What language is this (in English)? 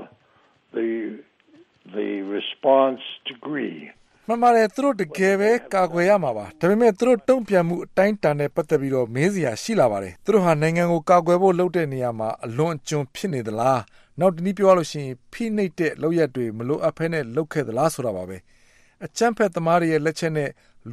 Burmese